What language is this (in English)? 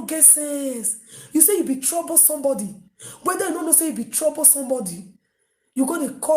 Nigerian Pidgin